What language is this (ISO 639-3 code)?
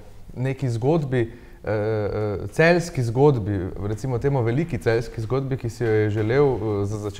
slv